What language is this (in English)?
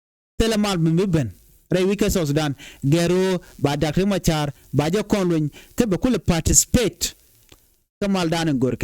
Nuer